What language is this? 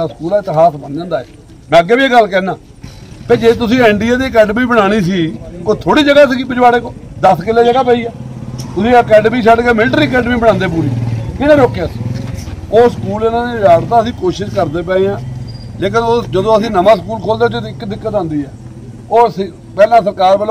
Punjabi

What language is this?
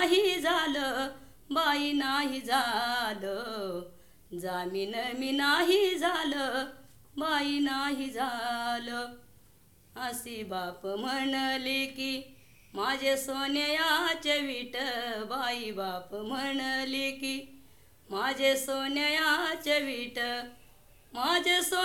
Marathi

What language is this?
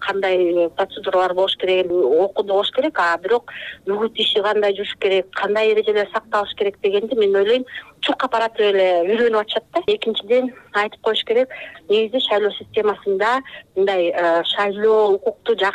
Kyrgyz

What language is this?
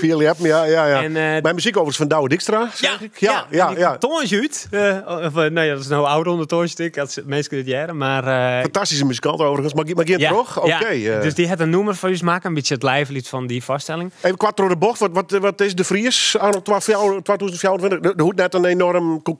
Dutch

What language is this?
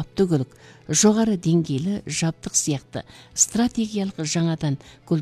Kazakh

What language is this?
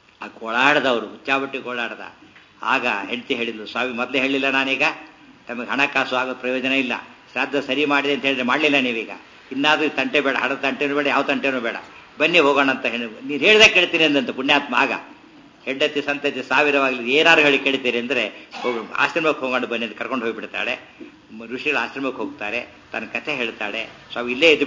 Kannada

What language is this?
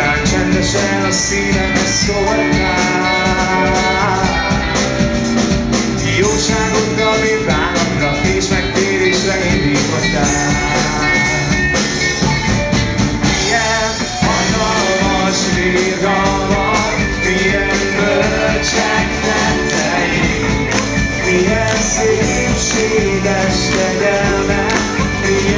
Hungarian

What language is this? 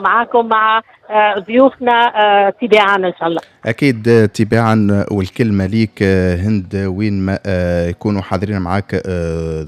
Tunisian Arabic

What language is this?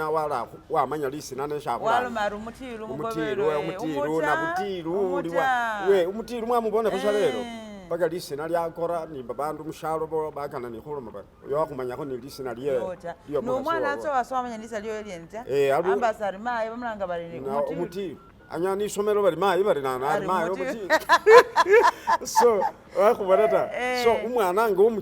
Masaaba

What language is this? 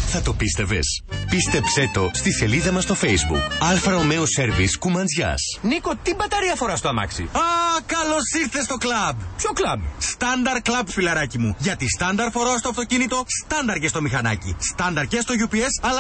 Greek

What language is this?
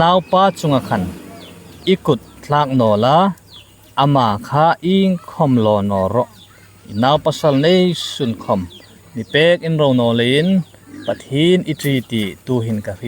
Hmar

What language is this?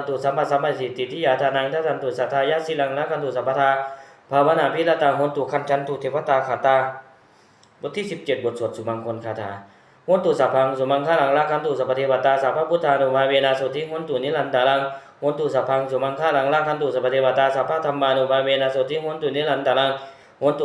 Pali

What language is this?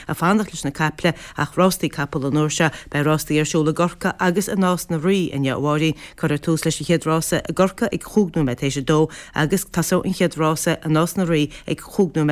Irish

